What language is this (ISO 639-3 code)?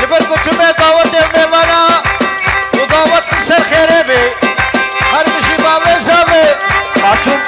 kur